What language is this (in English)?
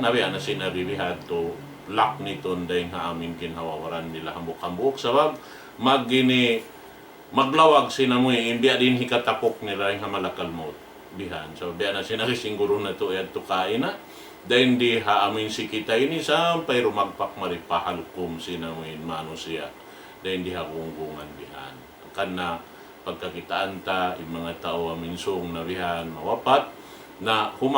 Tausug